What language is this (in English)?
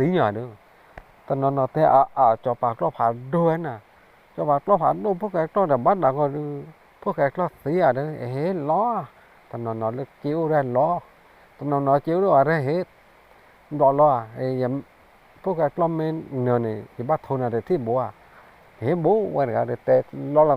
S'gaw Karen